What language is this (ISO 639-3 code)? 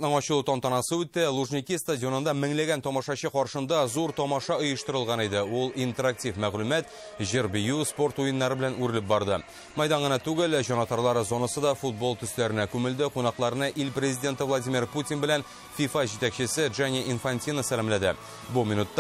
tat